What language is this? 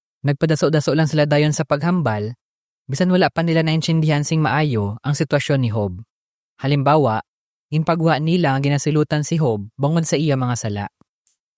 Hiligaynon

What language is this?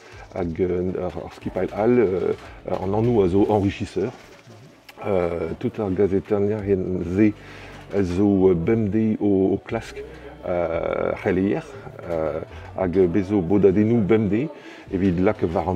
Breton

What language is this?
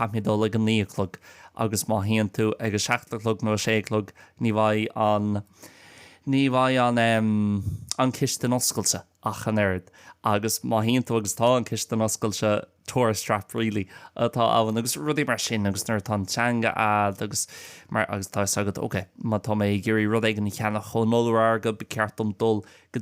Irish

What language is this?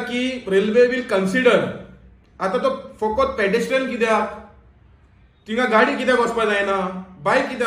Konkani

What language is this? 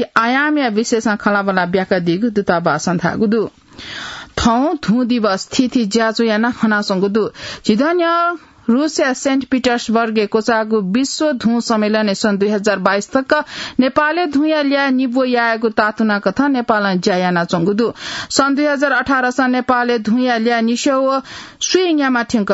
Newari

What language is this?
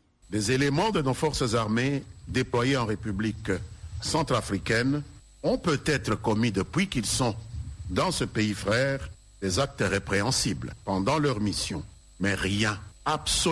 French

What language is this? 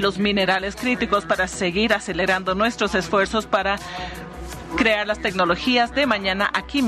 Spanish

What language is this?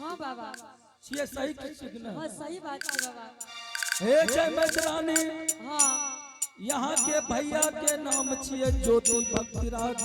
Angika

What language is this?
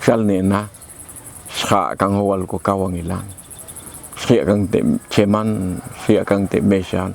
Popti'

